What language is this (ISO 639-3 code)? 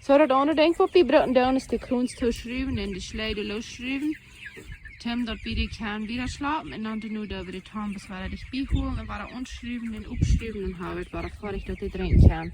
pdt